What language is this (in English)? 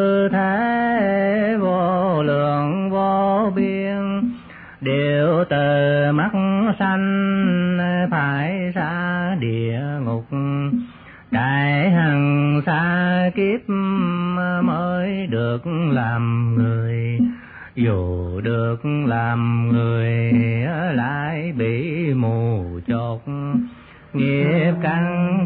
Vietnamese